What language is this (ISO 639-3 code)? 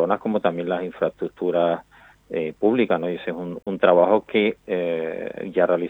spa